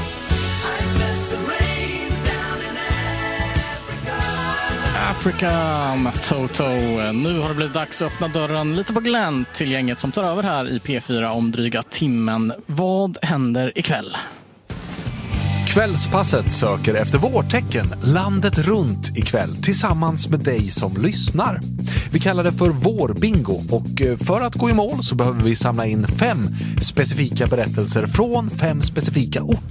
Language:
Swedish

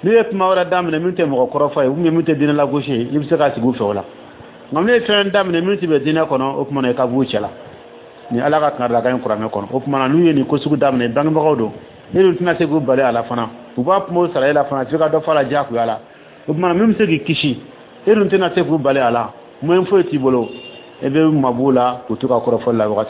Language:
Dyula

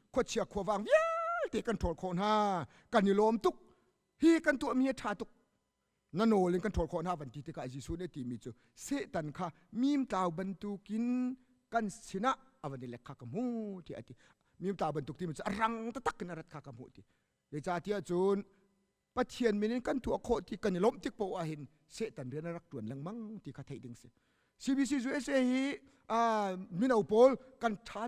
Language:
Hakha Chin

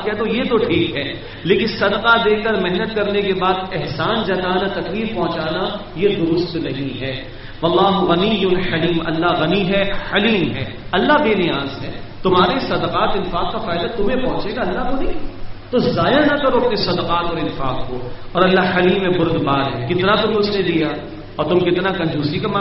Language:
Urdu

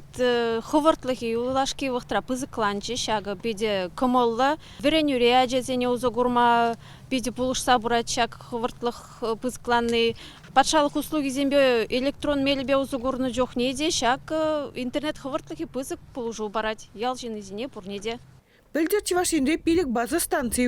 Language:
Chuvash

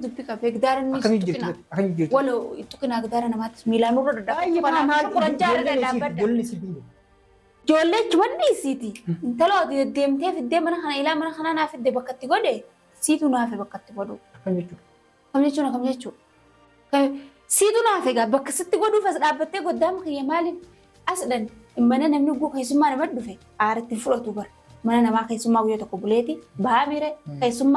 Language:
Oromo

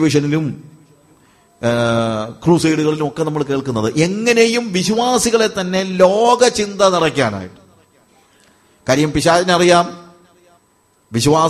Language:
Malayalam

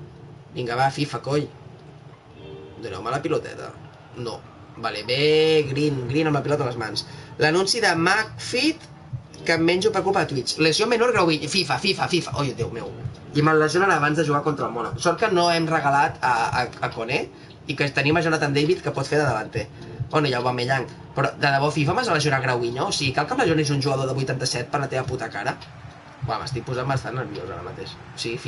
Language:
Catalan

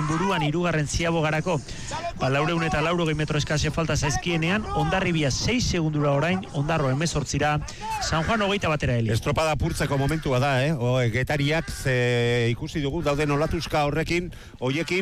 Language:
Basque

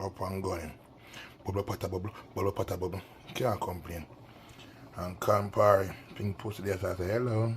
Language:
Jamaican Creole English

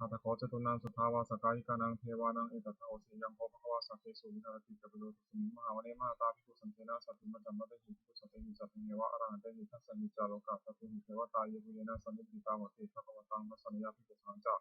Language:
Pali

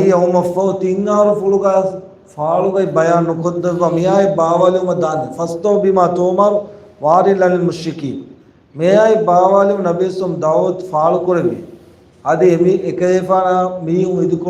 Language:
Divehi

